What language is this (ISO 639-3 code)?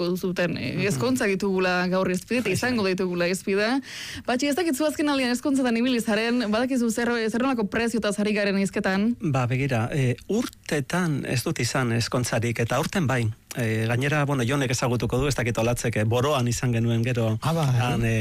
eus